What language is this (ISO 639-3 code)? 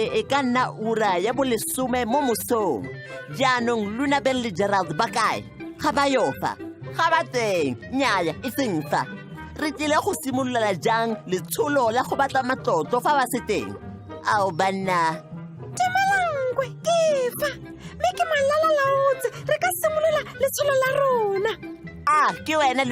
tsn